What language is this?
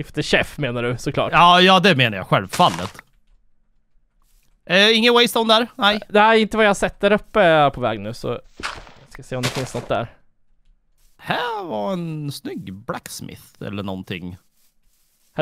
Swedish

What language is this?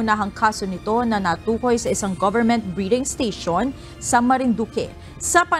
Filipino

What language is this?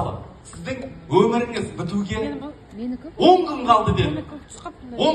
Kazakh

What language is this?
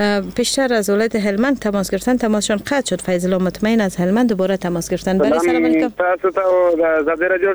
Persian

